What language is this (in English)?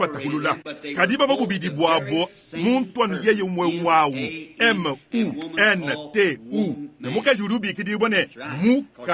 Luba-Lulua